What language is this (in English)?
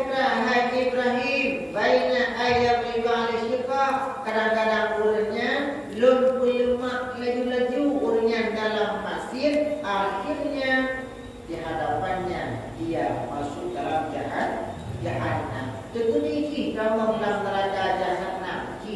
Achinese